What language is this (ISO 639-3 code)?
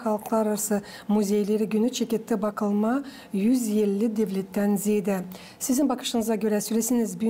gag